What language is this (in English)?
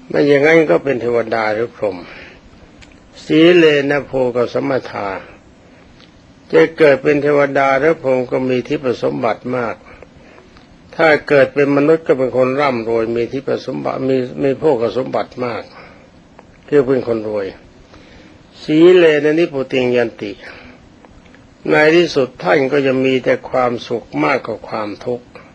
Thai